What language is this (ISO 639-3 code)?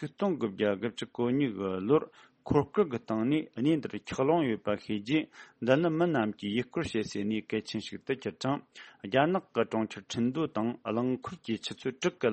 bod